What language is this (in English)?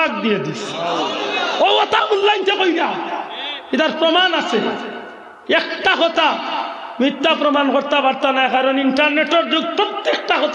Sylheti